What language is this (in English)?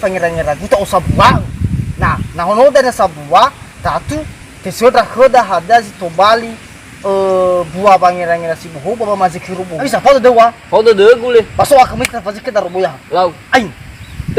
Nias